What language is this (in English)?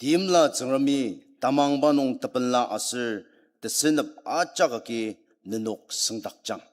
Ao Naga